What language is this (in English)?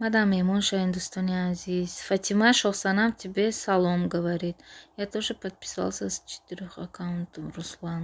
Tajik